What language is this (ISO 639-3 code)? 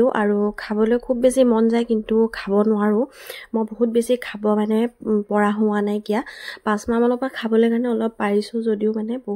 asm